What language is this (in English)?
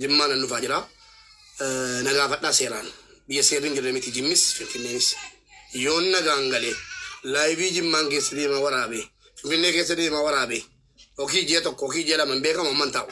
Oromo